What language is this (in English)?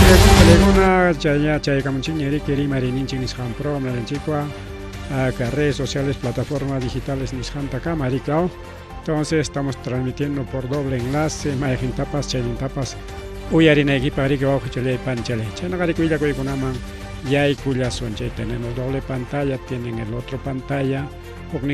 Ayacucho Quechua